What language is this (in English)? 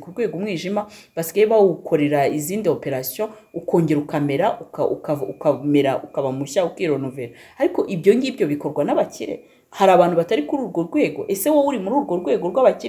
Kinyarwanda